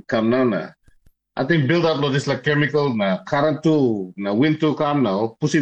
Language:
Tok Pisin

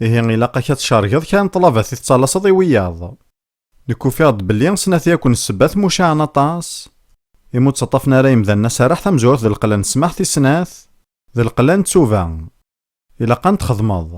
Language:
Kabyle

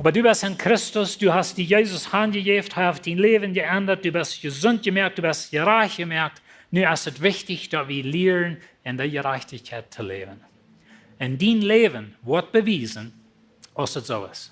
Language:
Plautdietsch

